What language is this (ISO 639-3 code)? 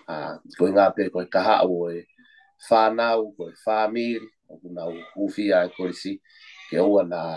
ton